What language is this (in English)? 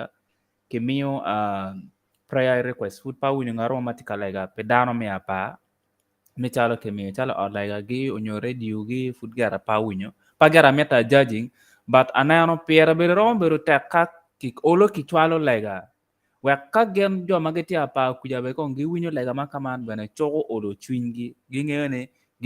Acoli